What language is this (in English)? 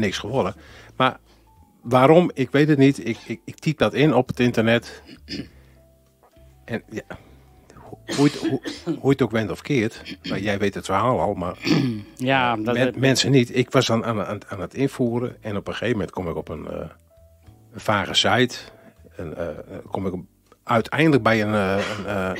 Dutch